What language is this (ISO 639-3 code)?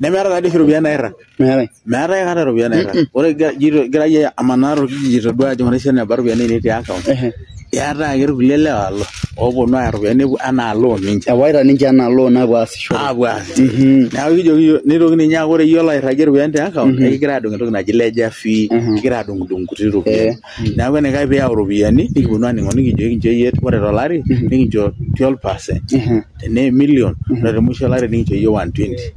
mas